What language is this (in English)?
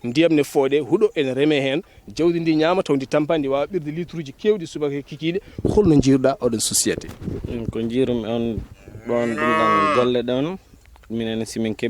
Fula